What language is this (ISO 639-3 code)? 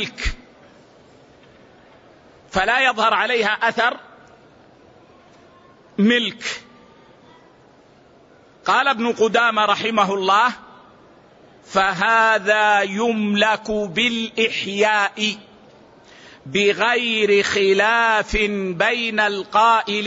ara